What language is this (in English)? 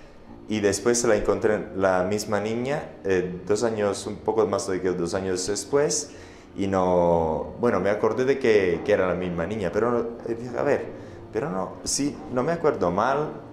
Spanish